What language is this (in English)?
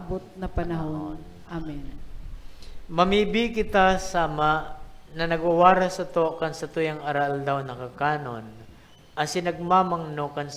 Bikol